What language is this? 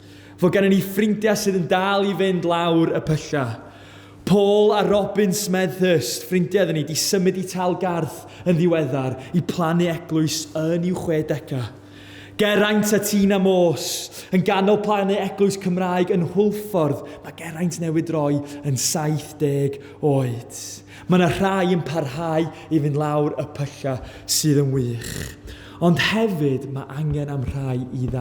Welsh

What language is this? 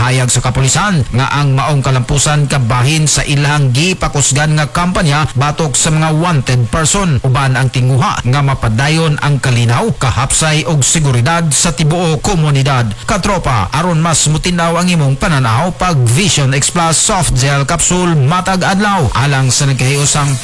Cebuano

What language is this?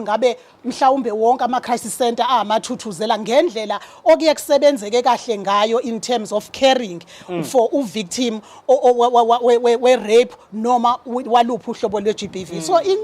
Zulu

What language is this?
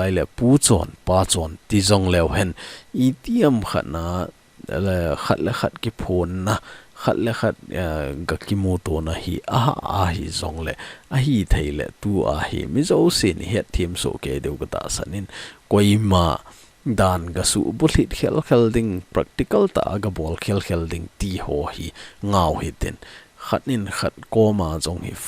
Thado Chin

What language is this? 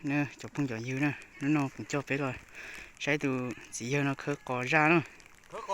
Hmong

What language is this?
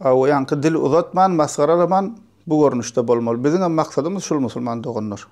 Turkmen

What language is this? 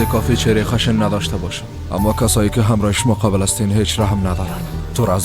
Persian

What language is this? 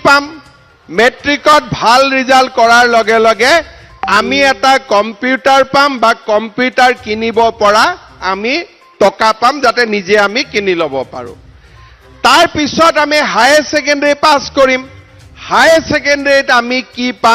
Assamese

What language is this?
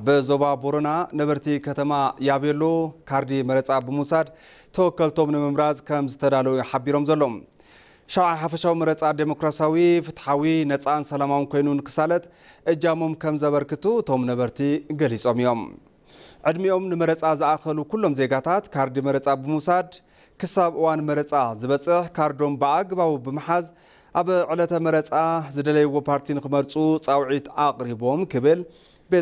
Tigrinya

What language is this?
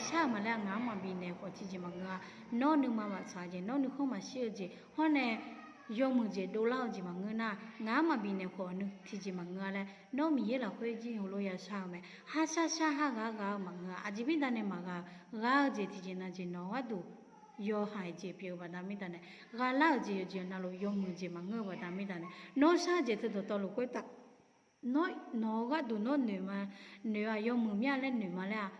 Akha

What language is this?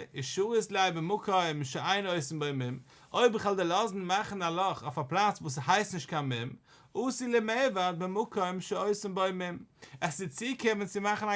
Yiddish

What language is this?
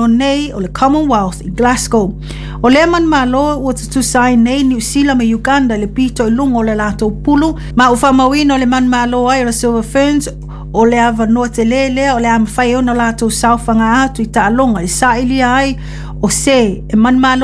Samoan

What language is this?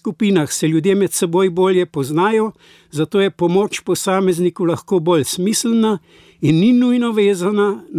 Slovenian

